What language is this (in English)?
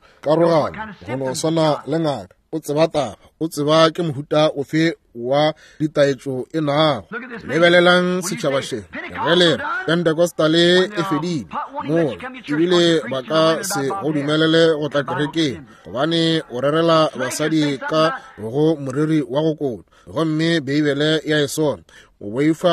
Northern Sotho